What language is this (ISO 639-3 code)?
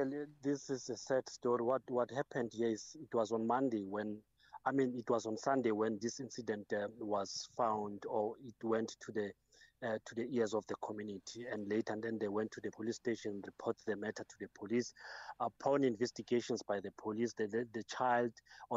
eng